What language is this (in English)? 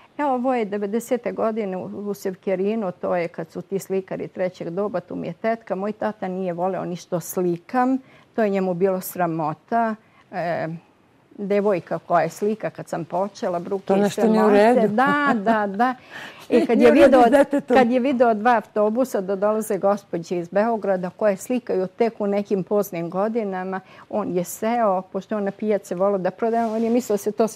Serbian